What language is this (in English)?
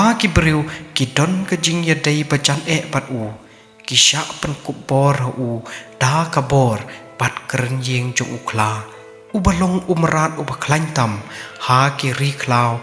Khasi